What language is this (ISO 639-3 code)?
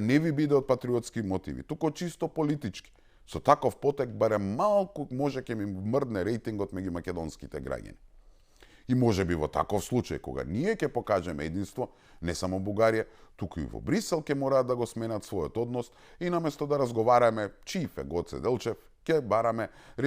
mkd